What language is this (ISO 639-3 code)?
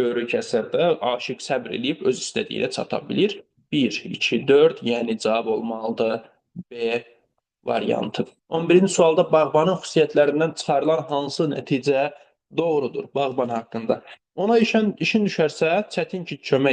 aze